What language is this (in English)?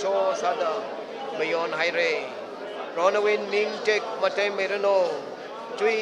Tangkhul Naga (India)